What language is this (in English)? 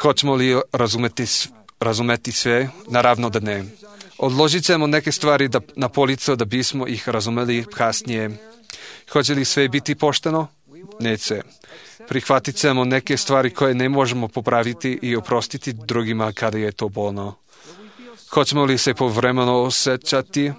Serbian